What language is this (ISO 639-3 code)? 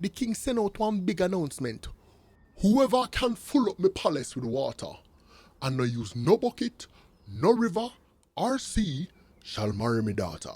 jam